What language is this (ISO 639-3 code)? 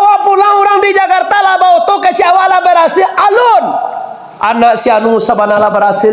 min